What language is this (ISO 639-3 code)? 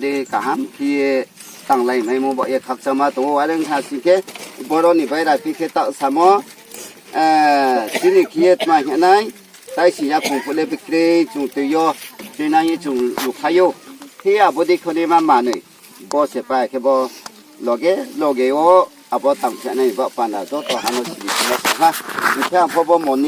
ria